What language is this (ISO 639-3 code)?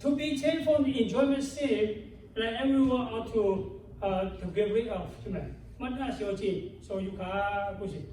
lhu